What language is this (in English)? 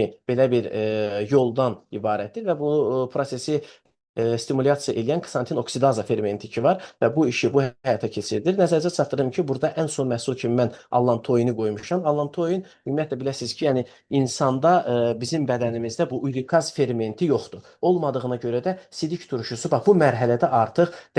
Azerbaijani